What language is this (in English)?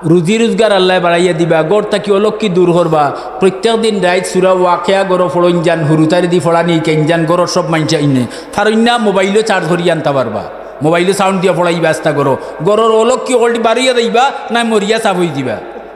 Sylheti